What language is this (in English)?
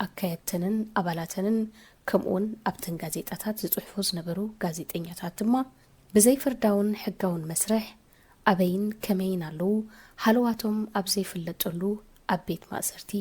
Tigrinya